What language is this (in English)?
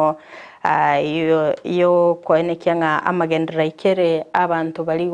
Gusii